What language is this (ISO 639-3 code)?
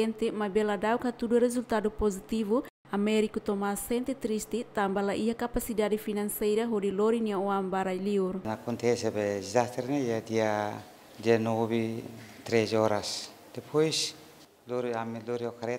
tet